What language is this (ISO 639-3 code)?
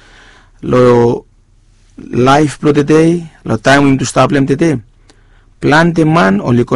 bis